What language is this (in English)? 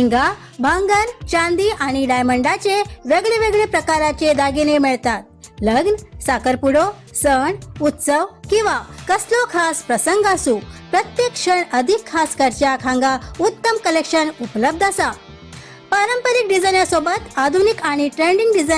Konkani